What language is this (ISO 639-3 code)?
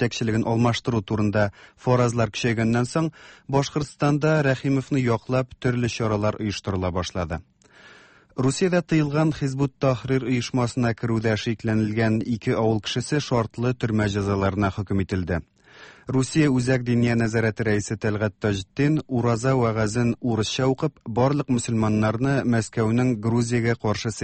tat